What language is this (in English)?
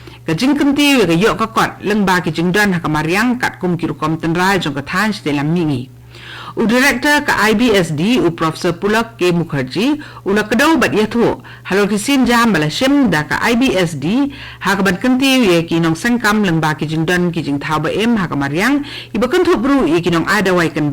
Khasi